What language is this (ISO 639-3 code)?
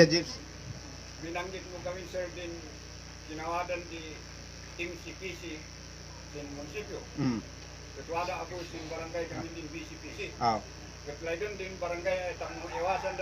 kne